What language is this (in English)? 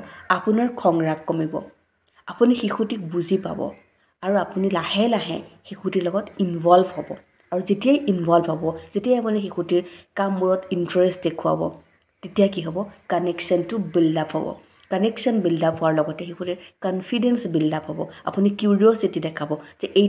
Assamese